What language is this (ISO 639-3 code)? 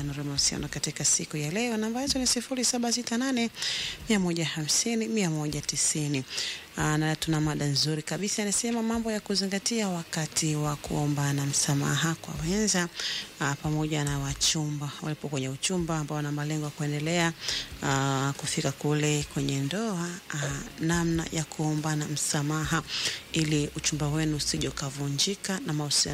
swa